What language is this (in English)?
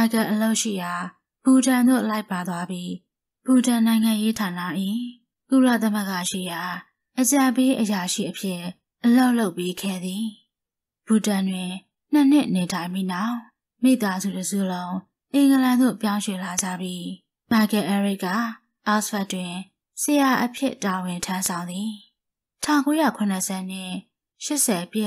Burmese